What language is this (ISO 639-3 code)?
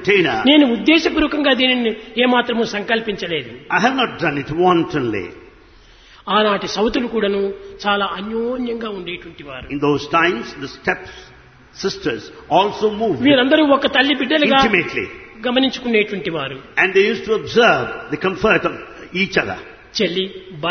tel